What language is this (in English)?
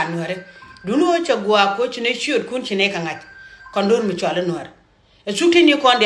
Nuer